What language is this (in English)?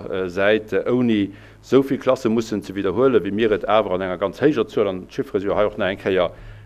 Luxembourgish